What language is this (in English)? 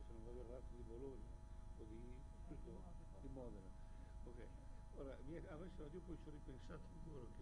Italian